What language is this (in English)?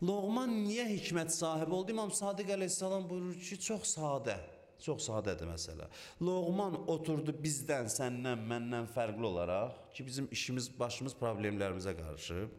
Azerbaijani